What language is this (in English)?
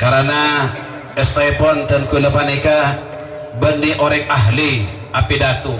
Madurese